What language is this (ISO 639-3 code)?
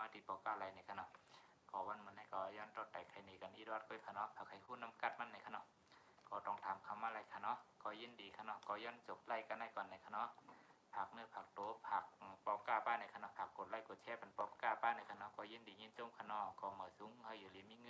shn